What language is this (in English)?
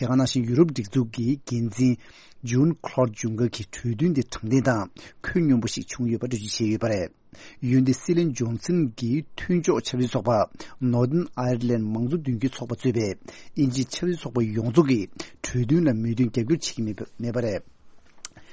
Tibetan